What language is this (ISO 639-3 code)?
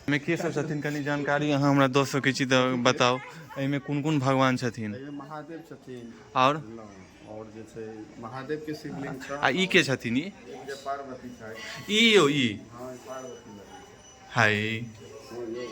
mai